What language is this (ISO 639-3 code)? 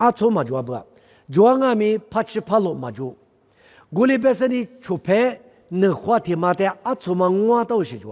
lis